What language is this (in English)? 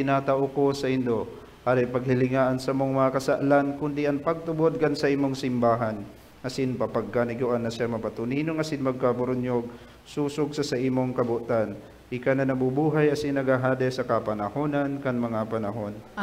Bikol